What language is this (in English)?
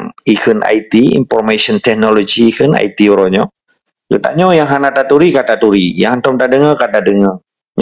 Achinese